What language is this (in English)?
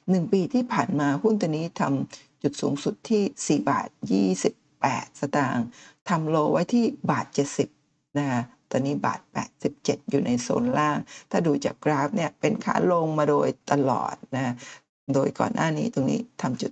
Thai